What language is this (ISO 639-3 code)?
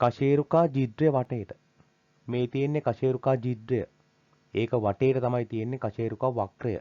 sin